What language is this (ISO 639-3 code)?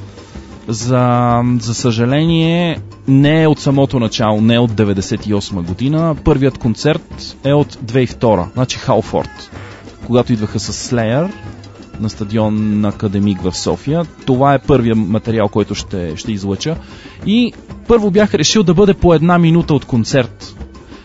bul